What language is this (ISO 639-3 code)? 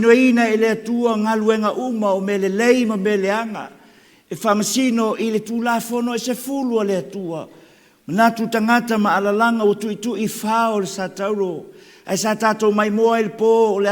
smo